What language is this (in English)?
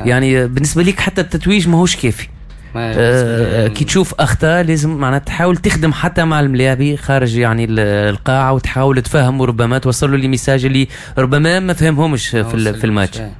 Tunisian Arabic